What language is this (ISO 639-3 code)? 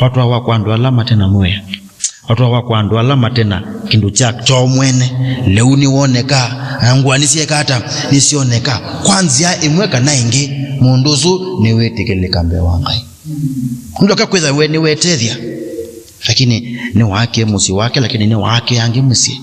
kam